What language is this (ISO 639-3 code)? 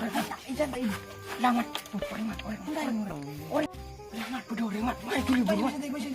mad